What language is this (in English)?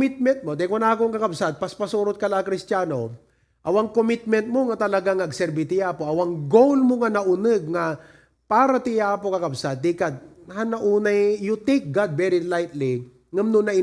Iloko